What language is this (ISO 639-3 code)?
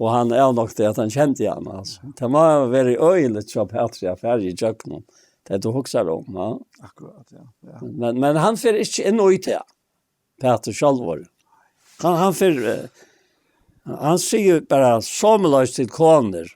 fao